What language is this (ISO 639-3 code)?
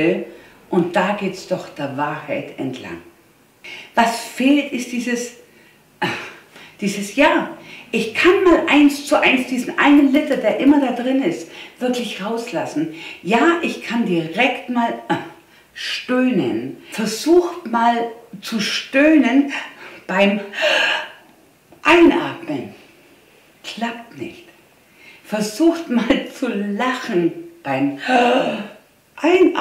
deu